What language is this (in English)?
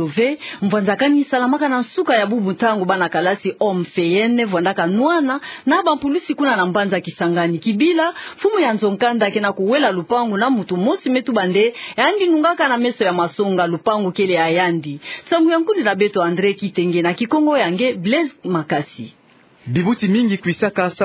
Kituba (Democratic Republic of Congo)